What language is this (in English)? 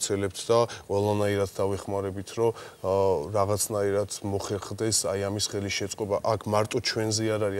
Georgian